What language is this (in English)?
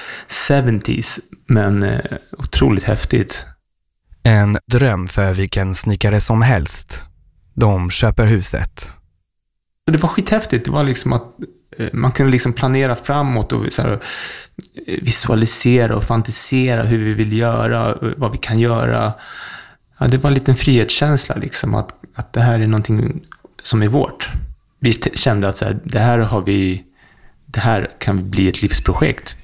Swedish